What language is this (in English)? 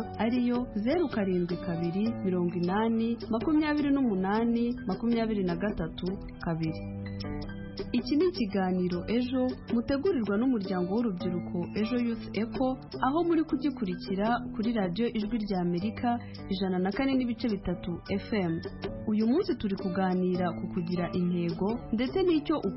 Kinyarwanda